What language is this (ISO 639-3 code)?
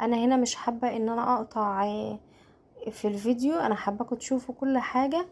arz